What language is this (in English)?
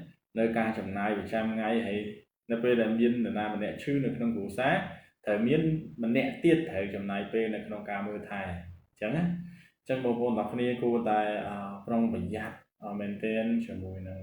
Khmer